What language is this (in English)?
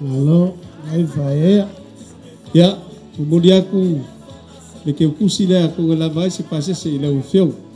Samoan